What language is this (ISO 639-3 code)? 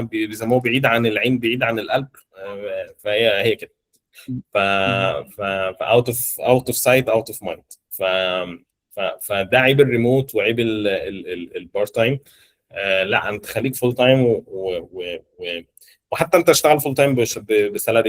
arz